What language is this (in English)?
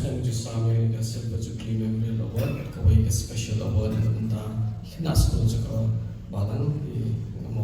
Khasi